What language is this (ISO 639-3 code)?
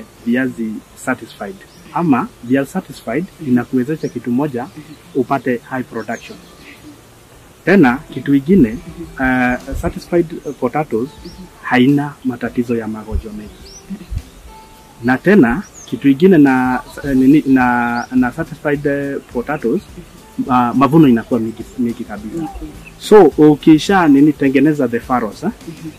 swa